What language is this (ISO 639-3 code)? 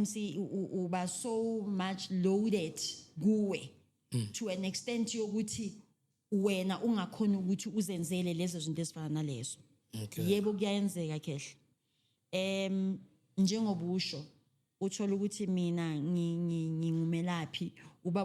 zul